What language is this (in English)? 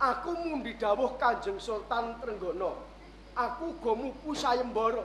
Javanese